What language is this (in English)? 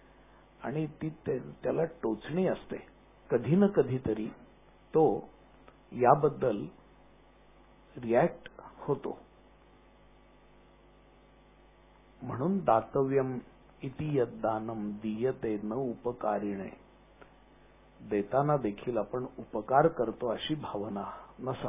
Marathi